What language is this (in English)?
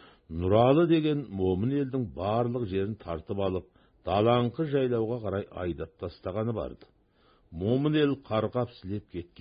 Kazakh